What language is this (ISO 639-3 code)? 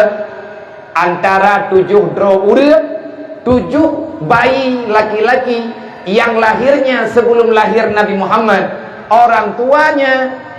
ace